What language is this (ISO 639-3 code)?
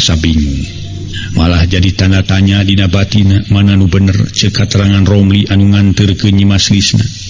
sun